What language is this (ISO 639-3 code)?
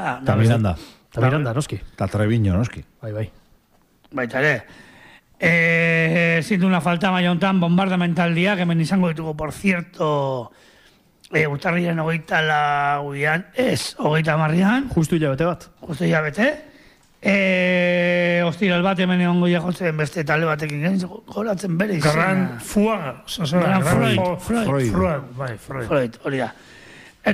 eus